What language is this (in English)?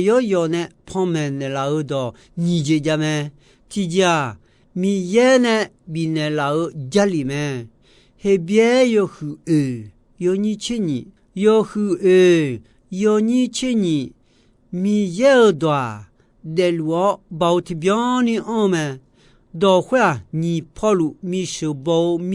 Akha